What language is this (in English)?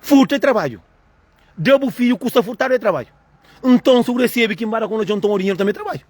Kabuverdianu